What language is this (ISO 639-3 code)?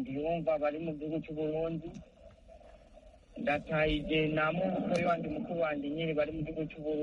kin